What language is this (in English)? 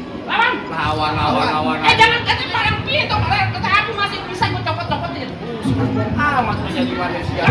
Betawi